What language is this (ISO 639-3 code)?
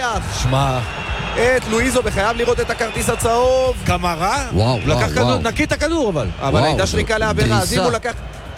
heb